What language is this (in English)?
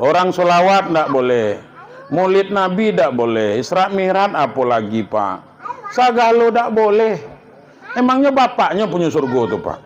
Minangkabau